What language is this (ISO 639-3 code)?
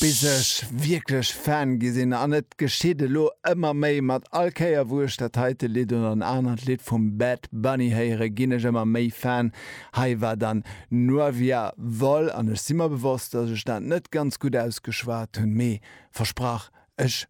ltz